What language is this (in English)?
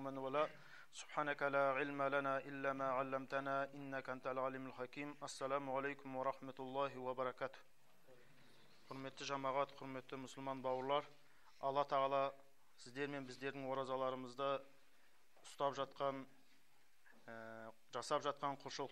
Kazakh